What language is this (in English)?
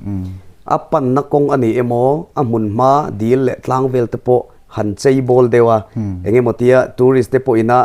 Mizo